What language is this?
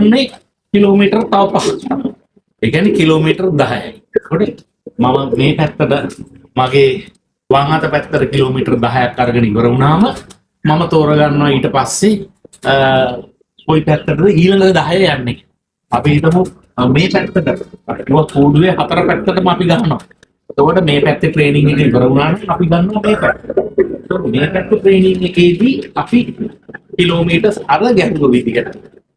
Sinhala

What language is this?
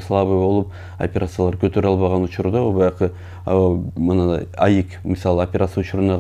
Kyrgyz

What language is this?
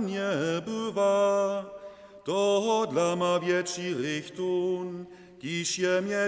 Upper Sorbian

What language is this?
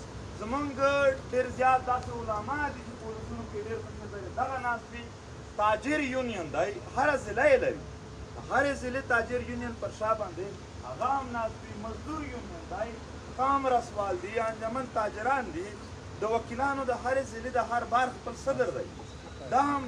Pashto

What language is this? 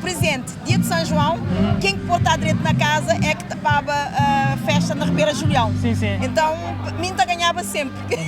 Kabuverdianu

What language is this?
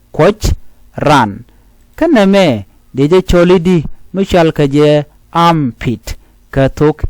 Nuer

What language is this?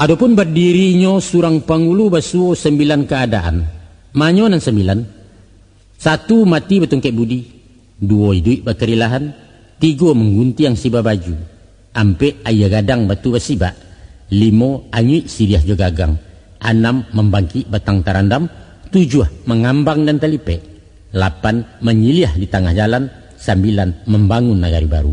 Minangkabau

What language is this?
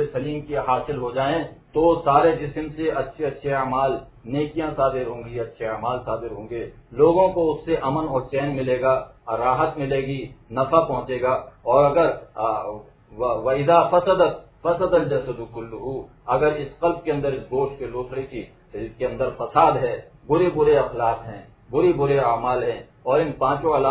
Urdu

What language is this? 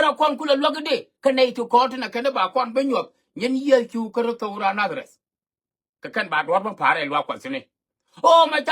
Nuer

